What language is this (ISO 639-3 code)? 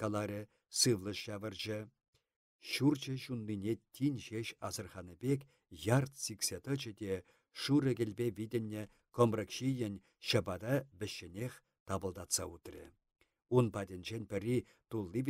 chv